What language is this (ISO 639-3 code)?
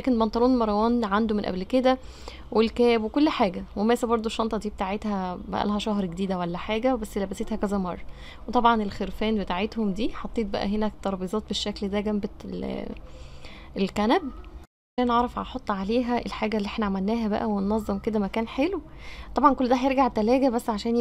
arz